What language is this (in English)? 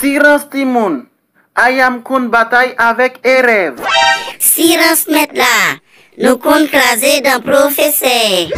Haitian Creole